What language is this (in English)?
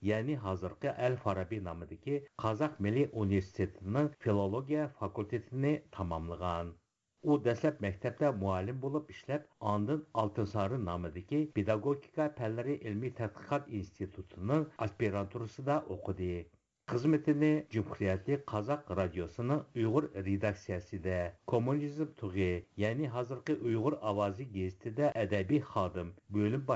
Uyghur